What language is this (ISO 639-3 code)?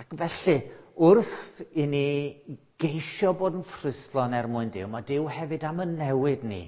cym